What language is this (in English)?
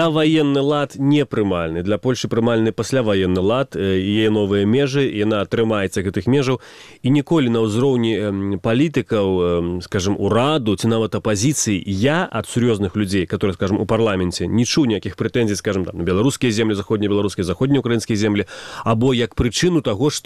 Belarusian